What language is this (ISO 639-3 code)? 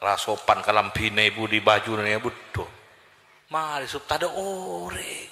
mad